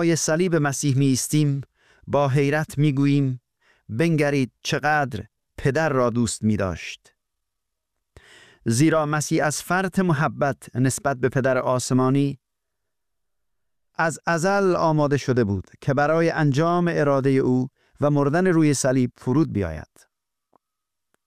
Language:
Persian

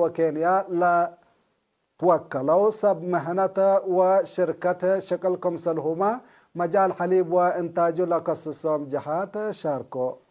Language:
Tigre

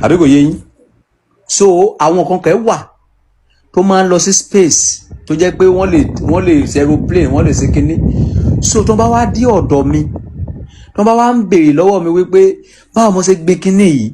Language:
Yoruba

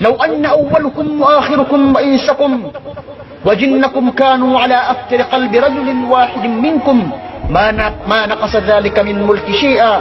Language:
Maranao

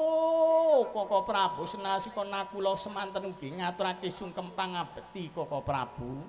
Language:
Javanese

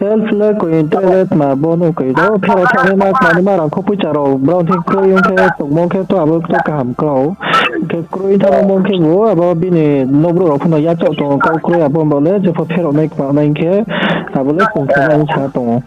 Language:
Riang (India)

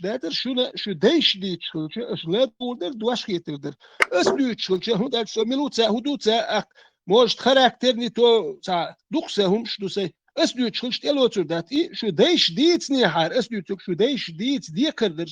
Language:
Chechen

